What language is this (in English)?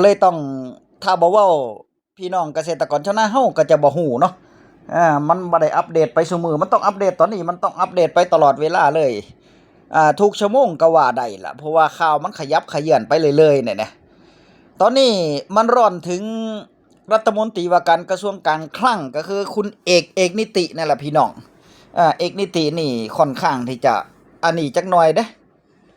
Northeastern Thai